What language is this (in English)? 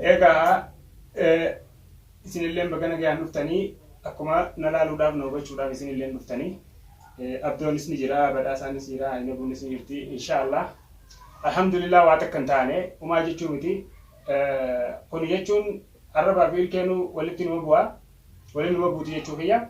Oromo